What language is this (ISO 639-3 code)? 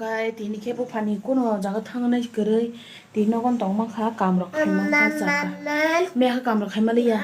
trp